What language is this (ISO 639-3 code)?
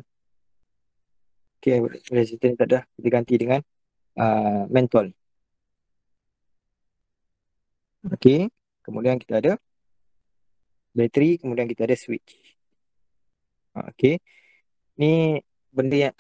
msa